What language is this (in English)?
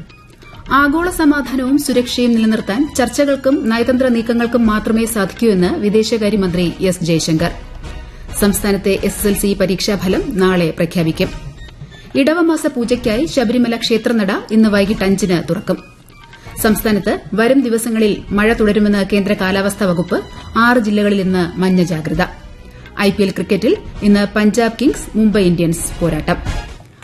Malayalam